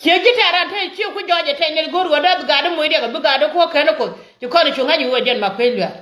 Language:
Nuer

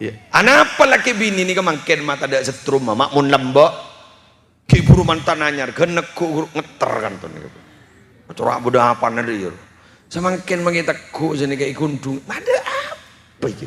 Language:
Madurese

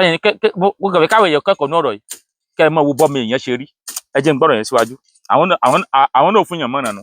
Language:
Yoruba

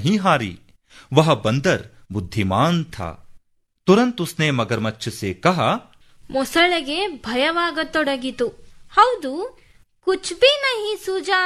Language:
Kannada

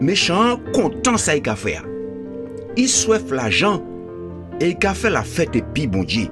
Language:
Guadeloupean Creole French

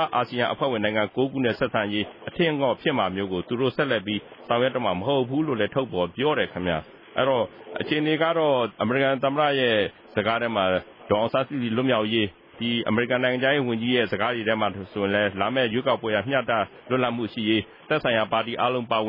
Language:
Burmese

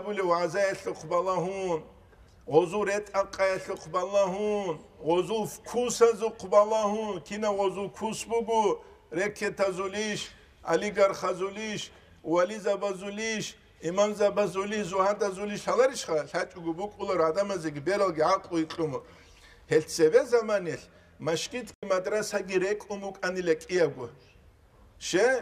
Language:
Avaric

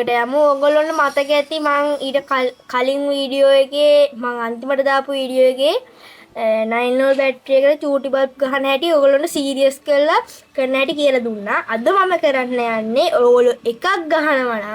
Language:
Sinhala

